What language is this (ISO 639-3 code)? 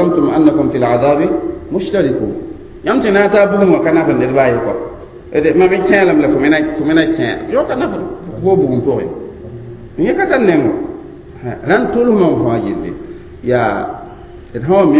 mos